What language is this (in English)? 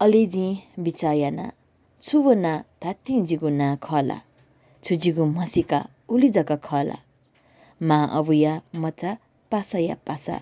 Newari